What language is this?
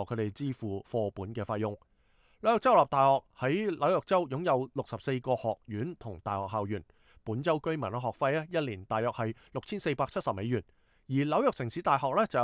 Cantonese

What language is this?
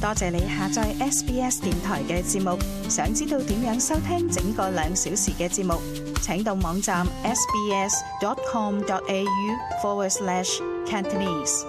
Cantonese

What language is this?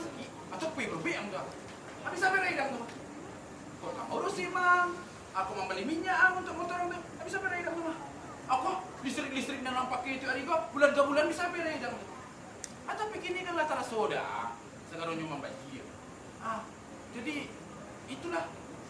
Minangkabau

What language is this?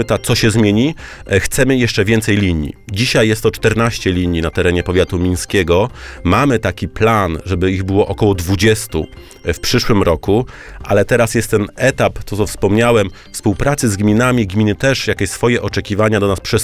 Polish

